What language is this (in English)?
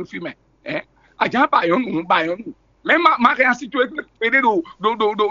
Fon